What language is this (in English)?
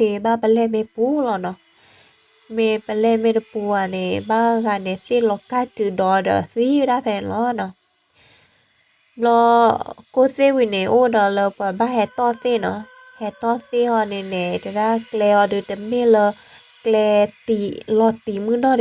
S'gaw Karen